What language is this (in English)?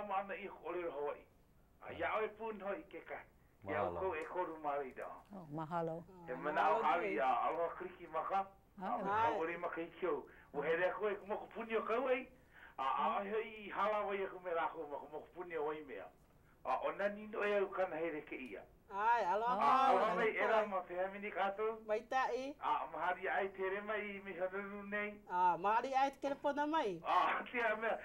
Hawaiian